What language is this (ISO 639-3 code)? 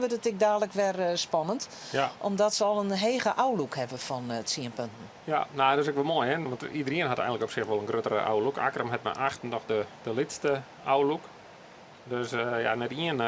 fry